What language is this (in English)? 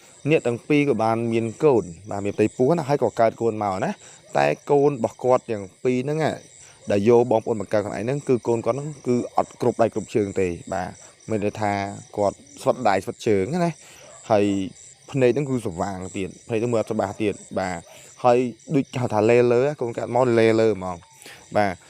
Khmer